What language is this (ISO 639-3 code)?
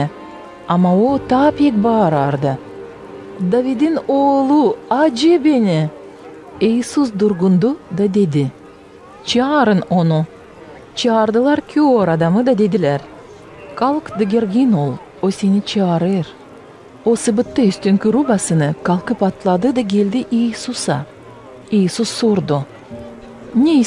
gag